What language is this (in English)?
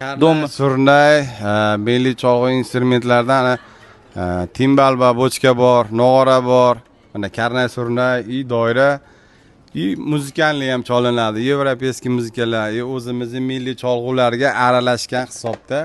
Uzbek